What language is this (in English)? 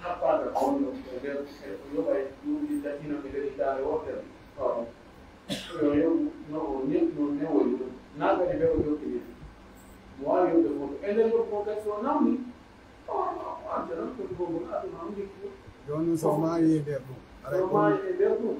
Pular